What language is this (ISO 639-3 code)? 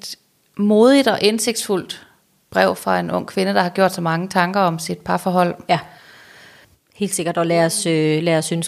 dan